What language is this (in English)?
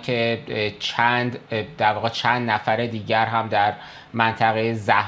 Persian